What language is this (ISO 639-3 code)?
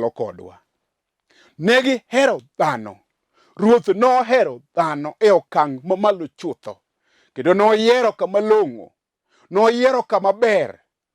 luo